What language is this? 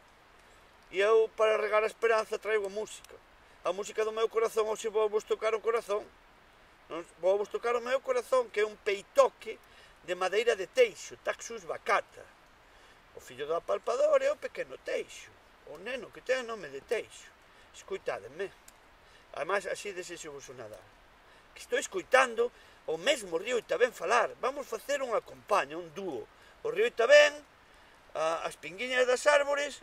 Galician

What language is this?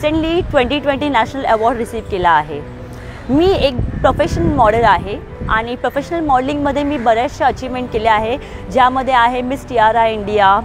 Marathi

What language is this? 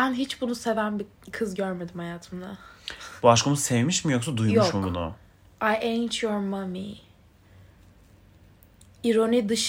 Turkish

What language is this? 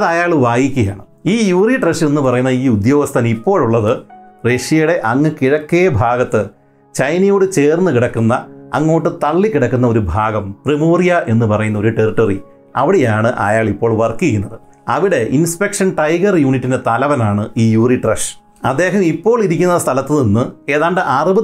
Malayalam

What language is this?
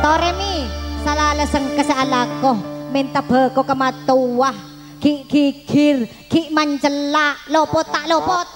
Madurese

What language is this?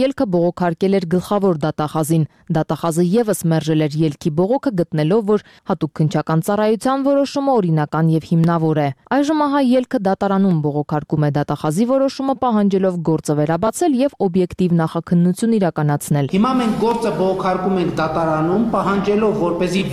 Armenian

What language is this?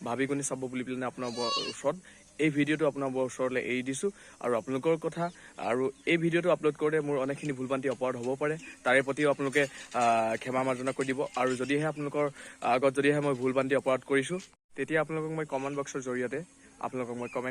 Assamese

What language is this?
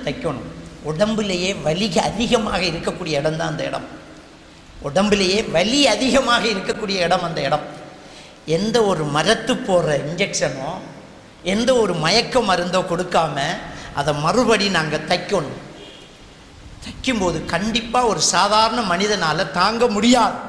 Tamil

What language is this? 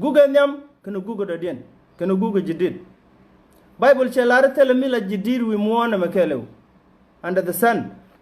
Nuer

